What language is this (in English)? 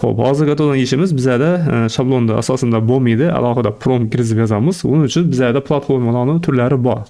Uzbek